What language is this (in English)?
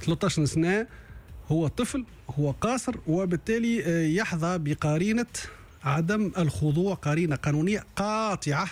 Tunisian Arabic